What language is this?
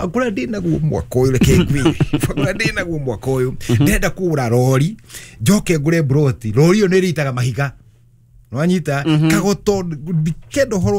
Kikuyu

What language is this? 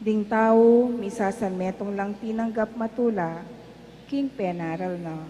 Pampanga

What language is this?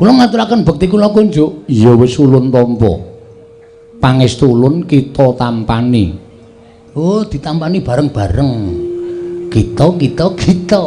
Javanese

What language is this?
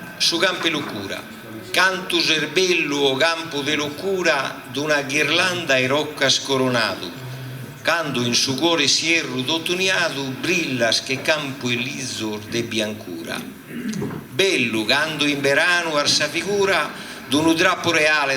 Sardinian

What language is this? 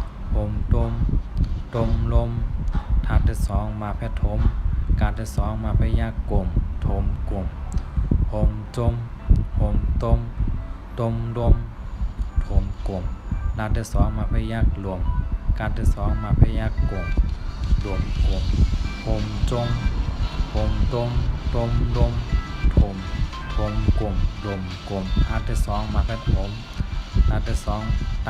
Shan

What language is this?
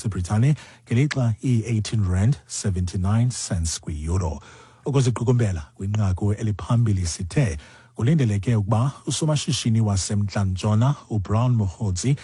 Xhosa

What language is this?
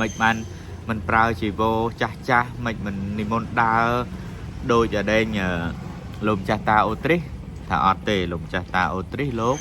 Khmer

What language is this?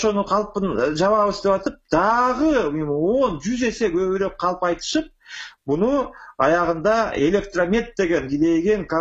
Kyrgyz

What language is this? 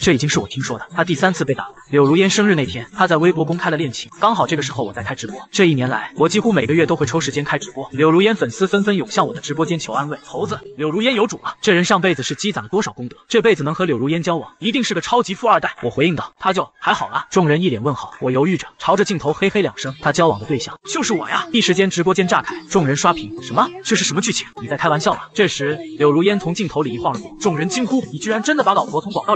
Chinese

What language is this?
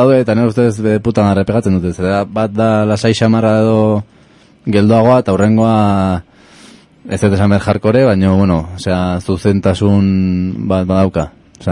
Basque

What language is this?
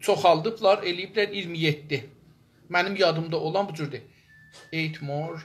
South Azerbaijani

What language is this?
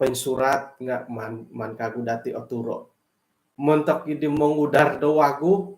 Central Dusun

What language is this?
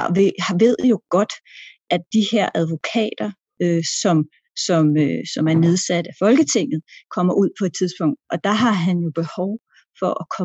Danish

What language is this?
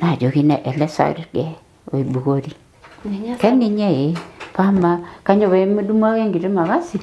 Masai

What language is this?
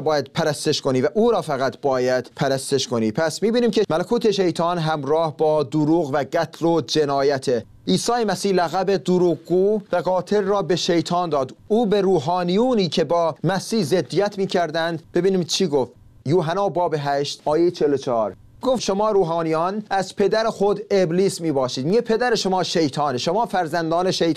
Persian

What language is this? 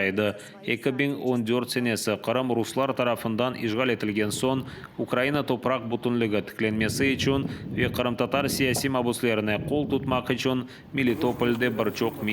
Crimean Tatar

